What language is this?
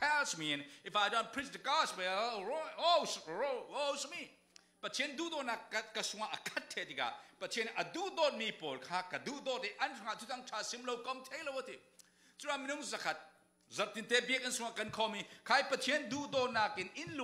Falam Chin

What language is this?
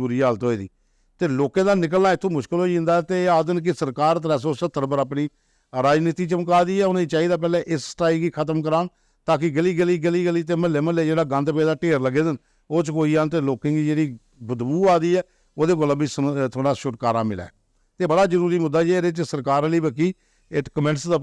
Dogri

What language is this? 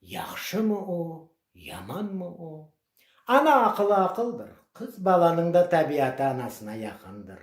Crimean Tatar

